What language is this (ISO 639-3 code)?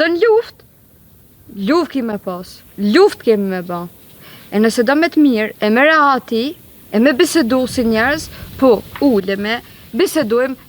sqi